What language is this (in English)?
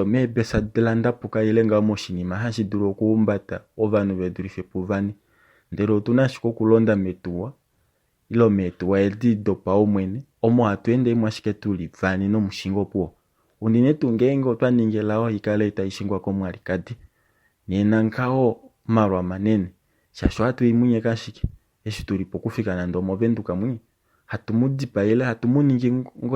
Kuanyama